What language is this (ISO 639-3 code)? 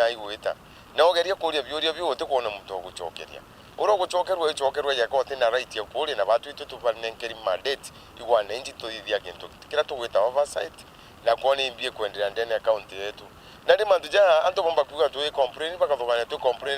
mer